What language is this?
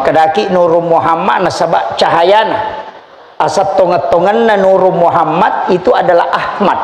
Buginese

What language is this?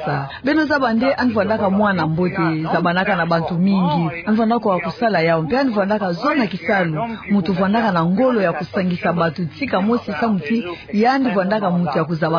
Kituba (Democratic Republic of Congo)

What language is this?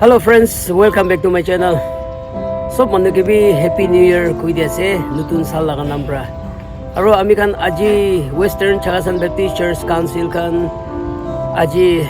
Chokri Naga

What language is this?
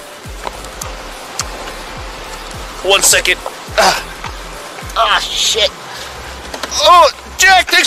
English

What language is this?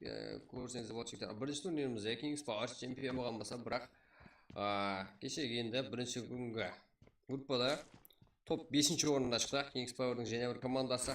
Kara-Kalpak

